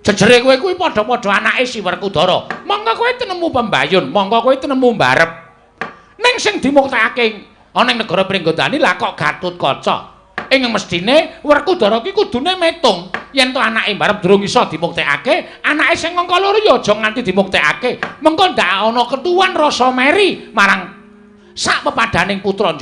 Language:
Javanese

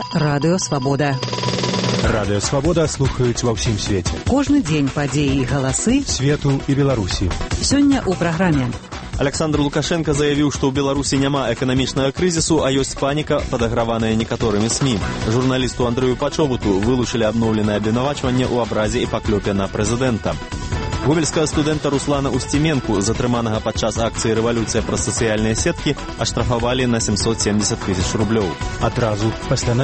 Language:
Belarusian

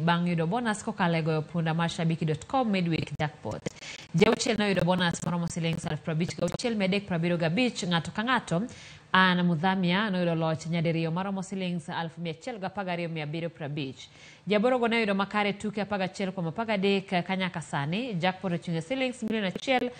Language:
Luo (Kenya and Tanzania)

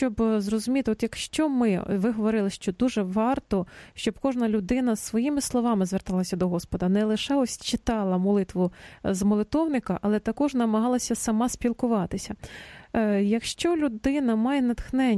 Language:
Ukrainian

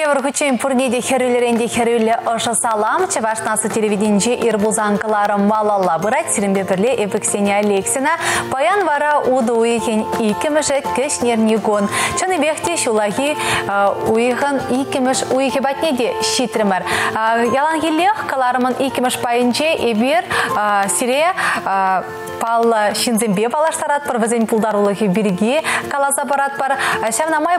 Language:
Chuvash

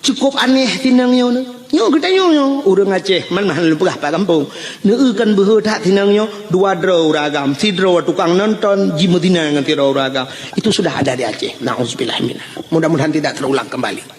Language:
Achinese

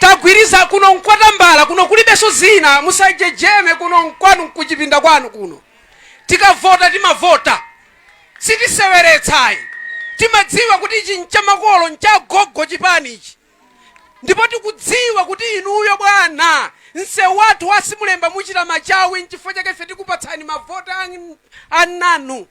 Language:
Nyanja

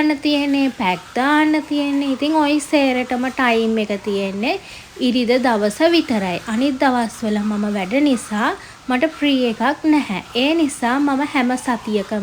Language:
Sinhala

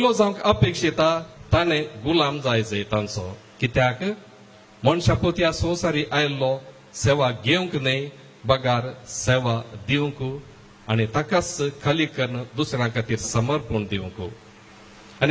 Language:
Konkani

